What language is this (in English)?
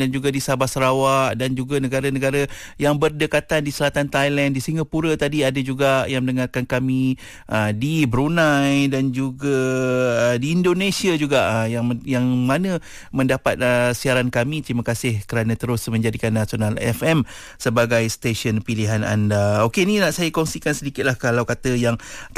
Malay